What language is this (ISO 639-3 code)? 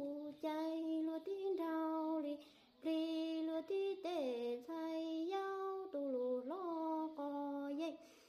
hmn